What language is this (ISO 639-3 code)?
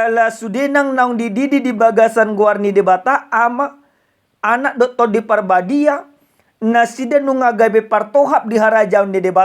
bbc